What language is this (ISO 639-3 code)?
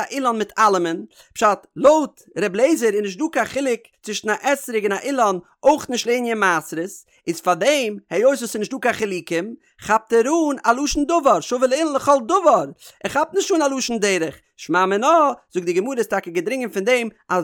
yid